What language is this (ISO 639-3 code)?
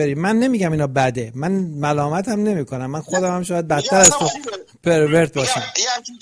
fas